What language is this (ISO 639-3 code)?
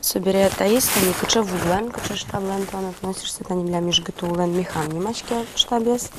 udm